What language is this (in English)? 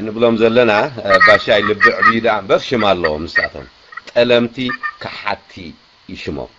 Tigrinya